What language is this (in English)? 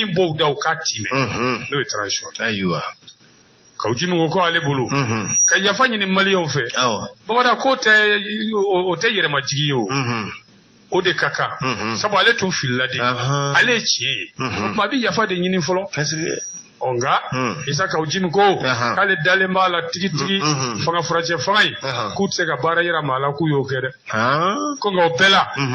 Bambara